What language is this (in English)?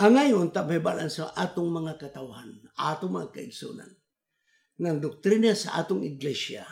Cebuano